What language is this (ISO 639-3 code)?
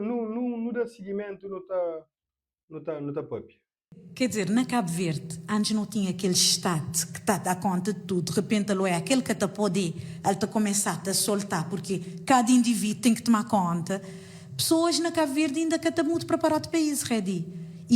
kea